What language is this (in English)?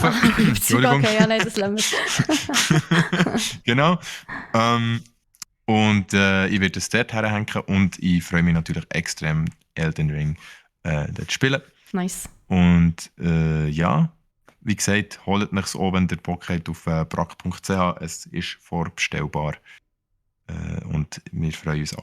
Swiss German